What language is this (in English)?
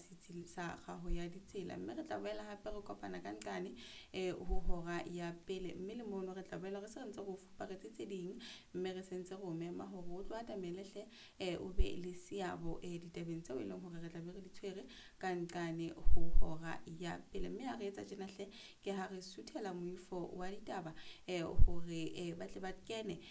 Southern Sotho